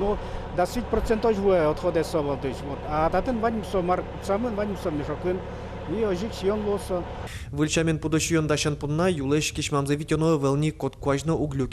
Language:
Udmurt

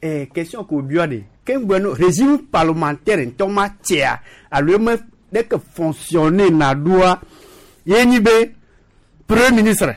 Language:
Gen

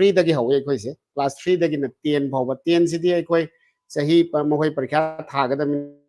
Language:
Manipuri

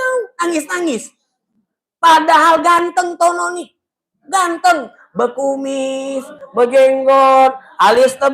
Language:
Musi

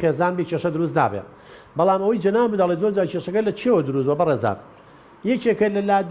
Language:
Central Kurdish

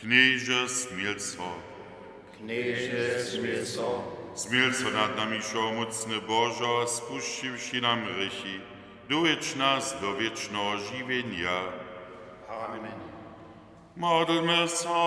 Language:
Upper Sorbian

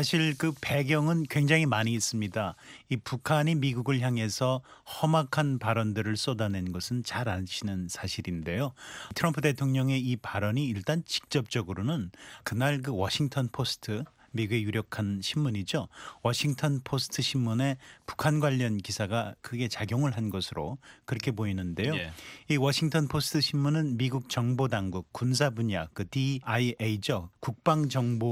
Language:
Korean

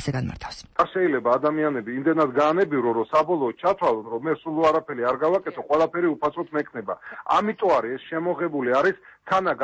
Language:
Georgian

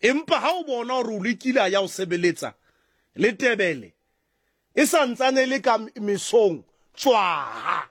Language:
Southern Sotho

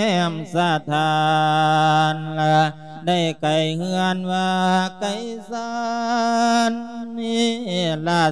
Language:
Lao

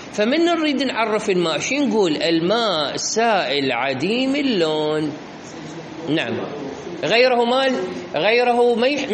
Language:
Mesopotamian Arabic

